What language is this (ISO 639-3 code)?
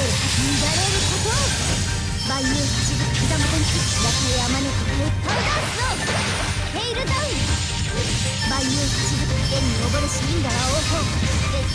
jpn